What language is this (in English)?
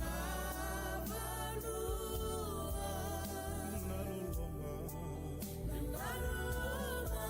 Fijian